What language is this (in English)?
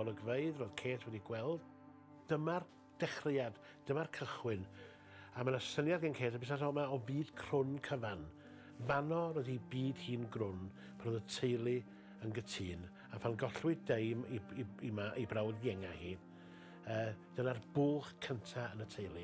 Welsh